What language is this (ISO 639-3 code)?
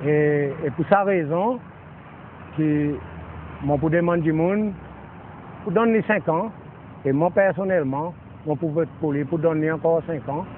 crs